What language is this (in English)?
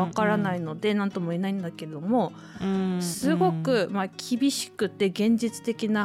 Japanese